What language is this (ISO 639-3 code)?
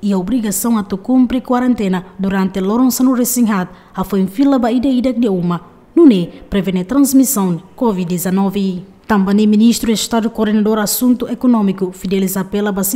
tet